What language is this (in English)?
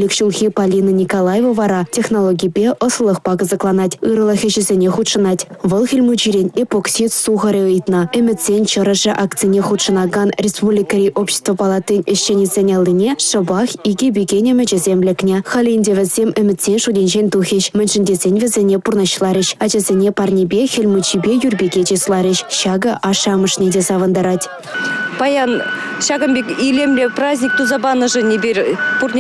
Chuvash